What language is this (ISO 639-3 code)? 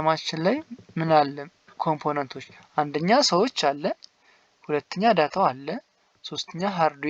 amh